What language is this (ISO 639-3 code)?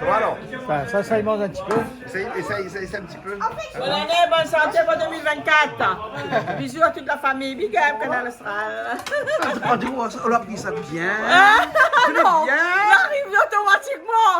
rcf